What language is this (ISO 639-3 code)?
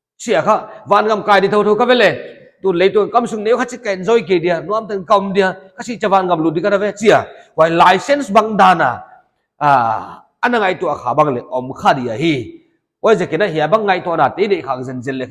pck